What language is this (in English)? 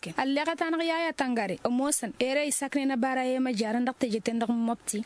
Tamasheq